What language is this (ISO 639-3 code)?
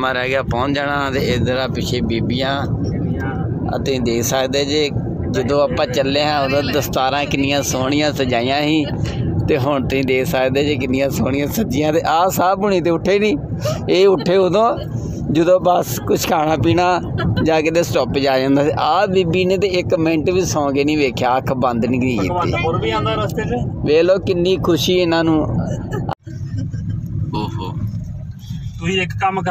pan